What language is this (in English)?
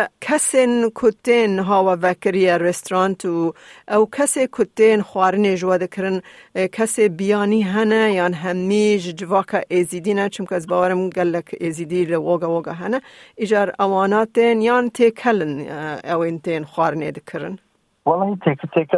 Kurdish